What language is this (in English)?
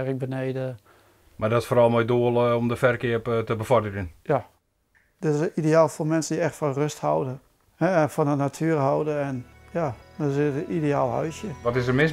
Western Frisian